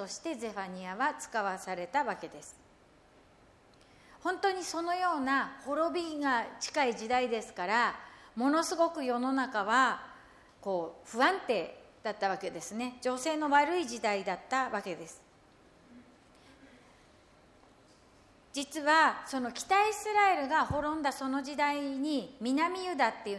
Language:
Japanese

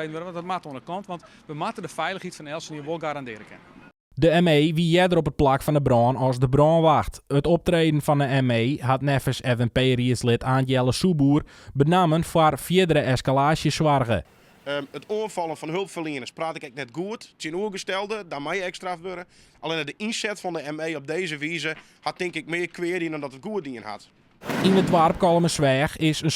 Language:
Western Frisian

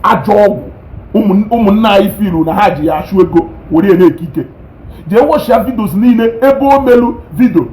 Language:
Igbo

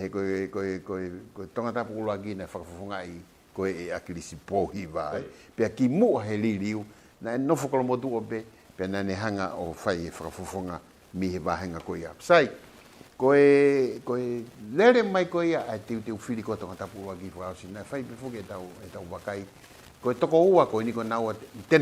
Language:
Tongan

